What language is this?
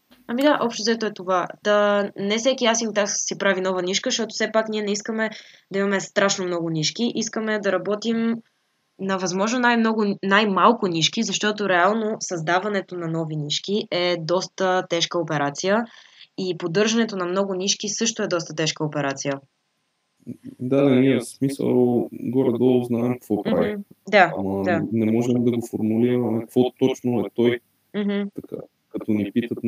Bulgarian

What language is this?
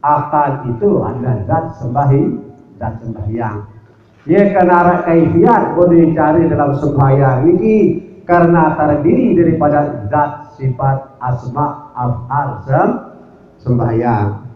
Sasak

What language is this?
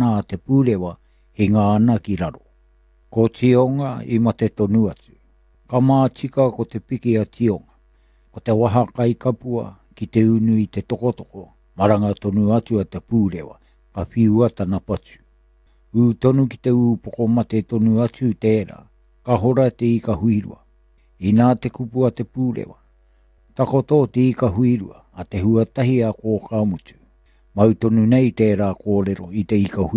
Māori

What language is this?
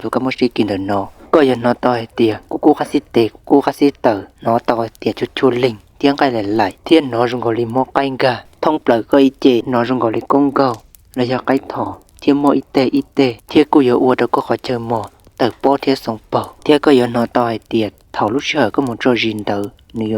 Hmong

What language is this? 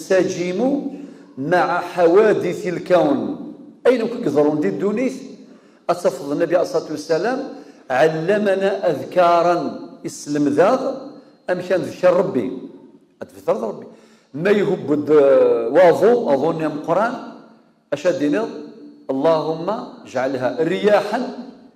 Kabyle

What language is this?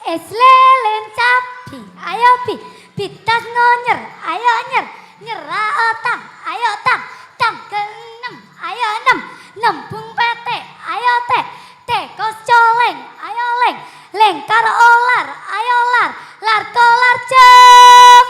Madurese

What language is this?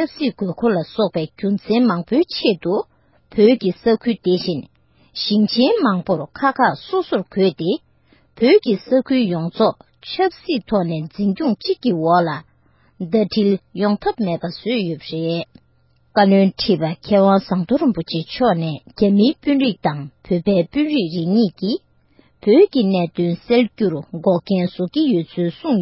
Tibetan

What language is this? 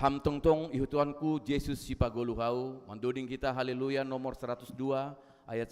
Batak Simalungun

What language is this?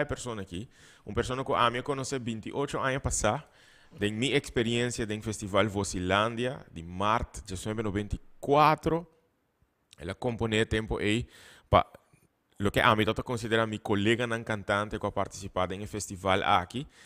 Papiamento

